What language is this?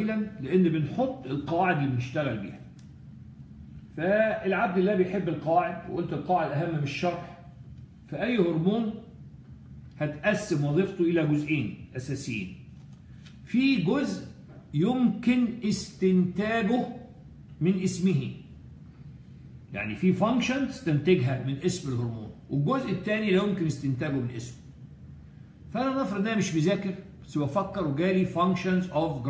Egyptian Arabic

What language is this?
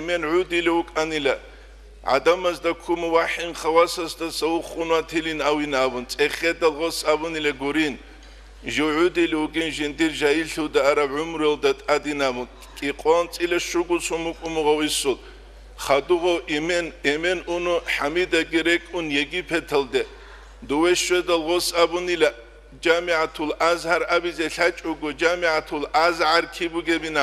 Avaric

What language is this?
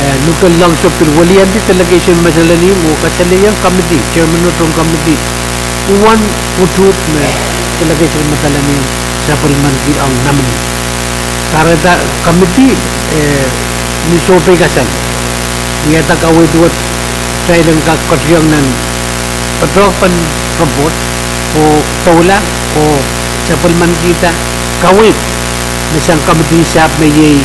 Pohnpeian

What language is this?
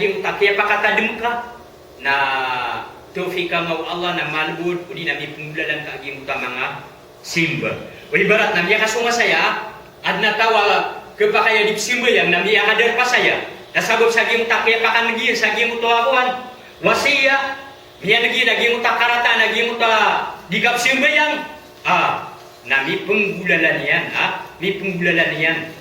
Maranao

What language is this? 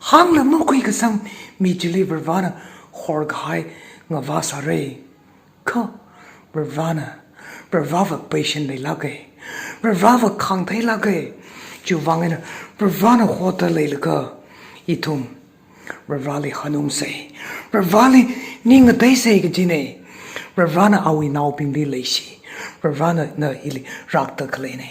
Tangkhul Naga (India)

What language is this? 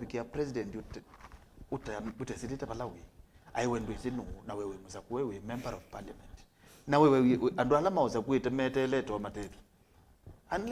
Kamba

